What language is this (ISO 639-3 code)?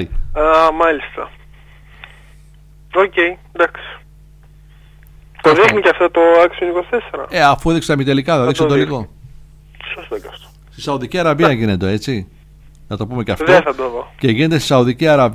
ell